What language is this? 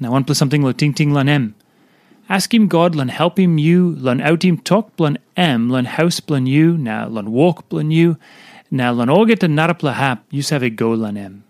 Tok Pisin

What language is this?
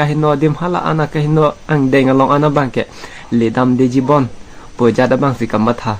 Karbi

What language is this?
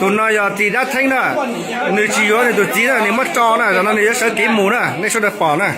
Hmong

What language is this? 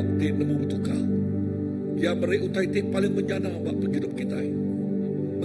Iban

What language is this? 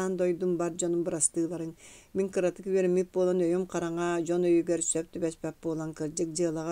Yakut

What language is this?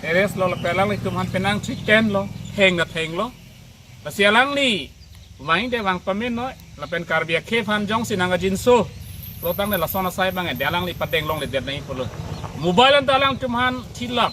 Karbi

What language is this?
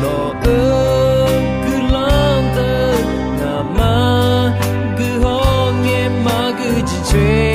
Akha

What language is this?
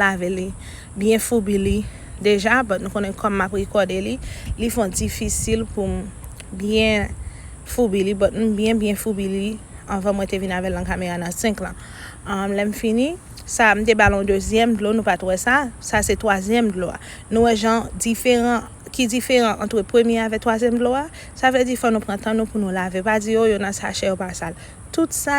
Haitian Creole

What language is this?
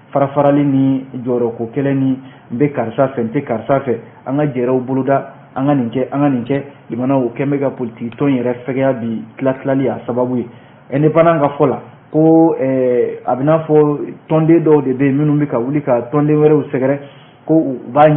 Bambara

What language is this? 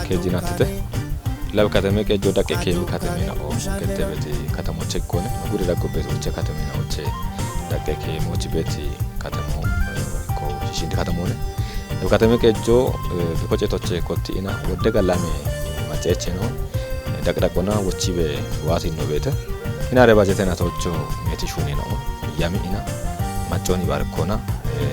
Kafa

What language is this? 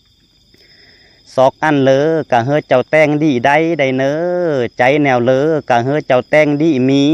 Lao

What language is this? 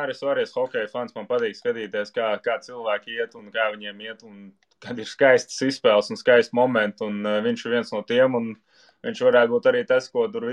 Latvian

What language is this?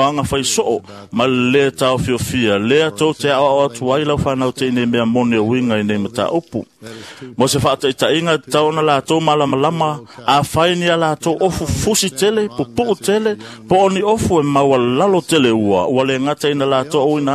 Samoan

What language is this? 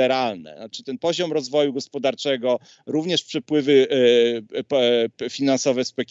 Polish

